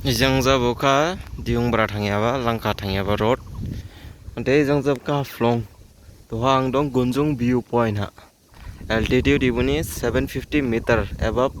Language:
Dimasa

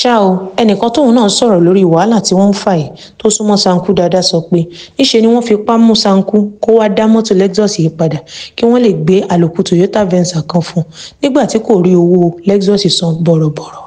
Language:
Yoruba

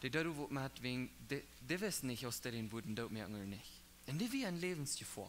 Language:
Plautdietsch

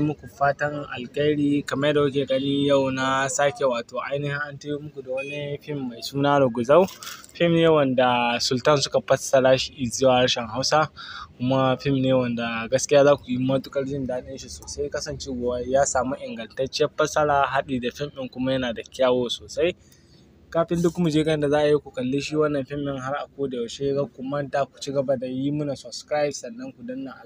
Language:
Hausa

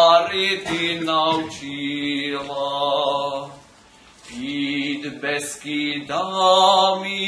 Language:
Rusyn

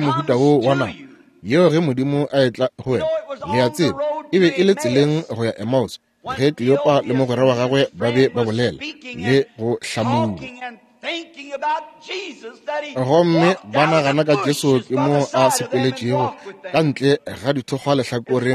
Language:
Northern Sotho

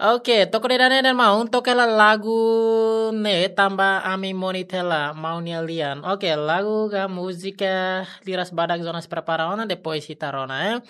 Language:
Tetum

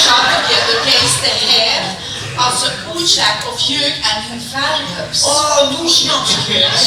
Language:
Limburgish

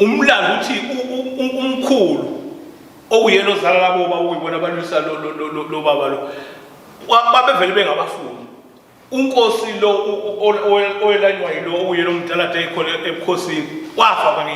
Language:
Zulu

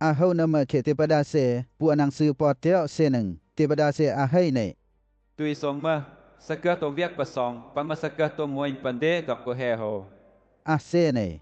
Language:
Western Lawa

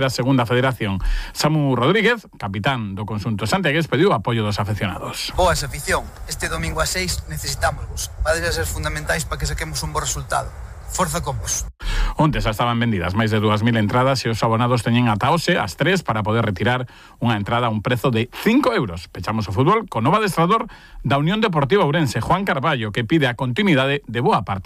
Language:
Galician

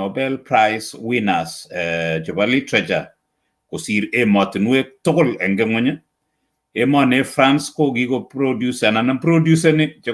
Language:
Kalenjin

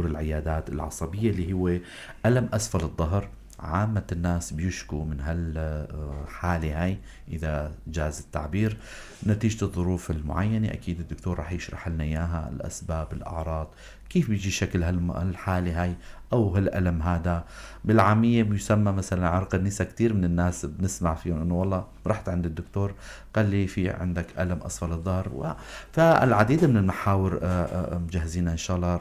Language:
North Levantine Arabic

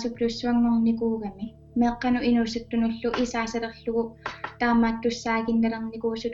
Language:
Kalaallisut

